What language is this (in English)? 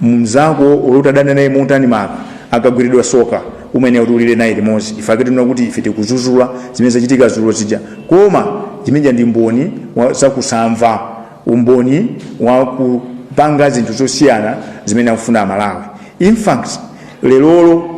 Nyanja